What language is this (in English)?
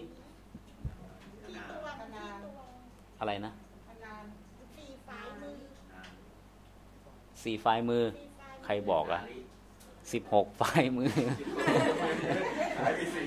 Thai